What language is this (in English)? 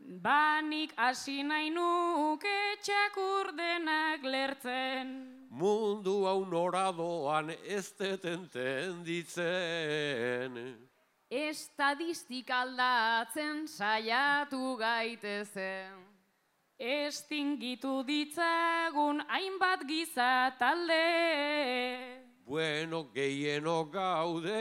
Basque